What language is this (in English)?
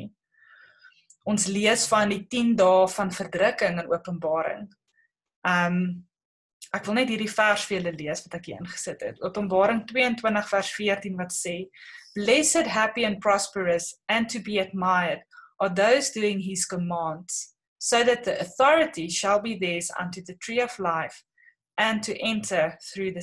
Afrikaans